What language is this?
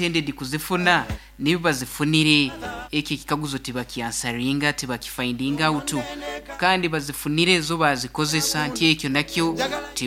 Nyoro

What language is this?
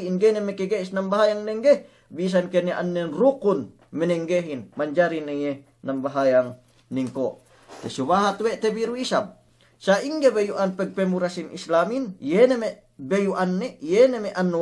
Yakan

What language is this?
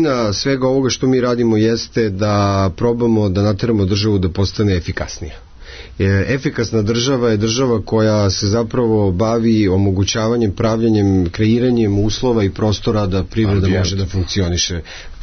Serbian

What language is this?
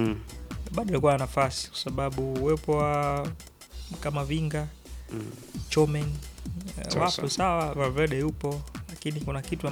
Swahili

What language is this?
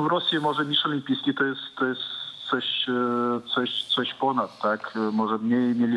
Polish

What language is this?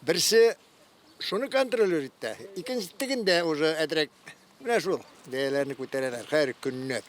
Tatar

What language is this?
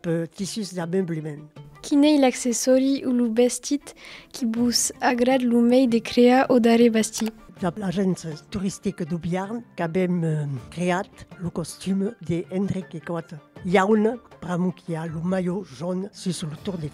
Occitan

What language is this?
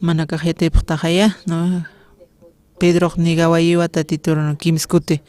Aymara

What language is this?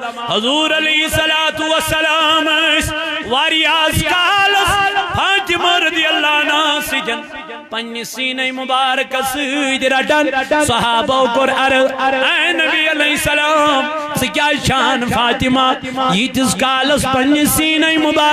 Kashmiri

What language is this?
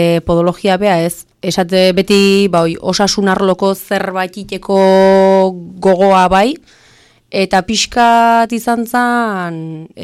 Basque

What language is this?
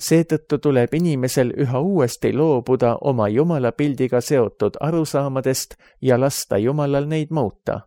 Estonian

